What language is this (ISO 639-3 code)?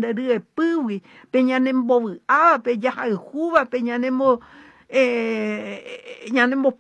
grn